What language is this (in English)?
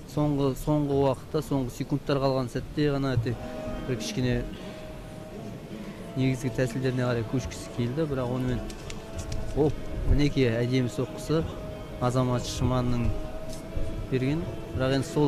Kazakh